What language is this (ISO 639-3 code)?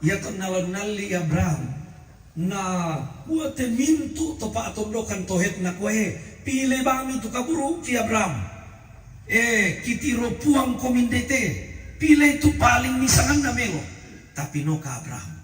sda